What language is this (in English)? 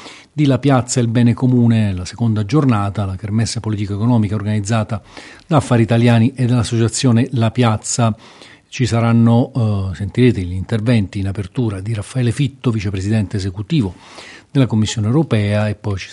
Italian